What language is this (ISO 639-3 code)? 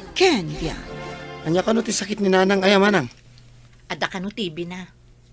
ilo